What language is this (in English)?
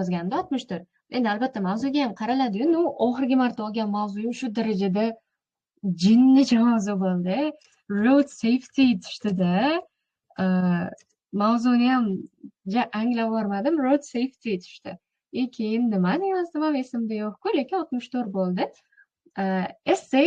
Uzbek